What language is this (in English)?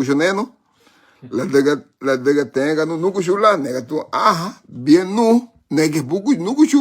Garifuna